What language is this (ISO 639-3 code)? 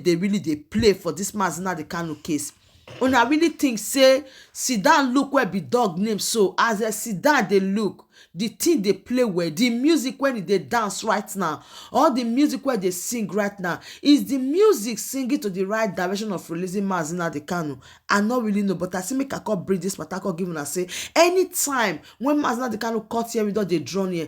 pcm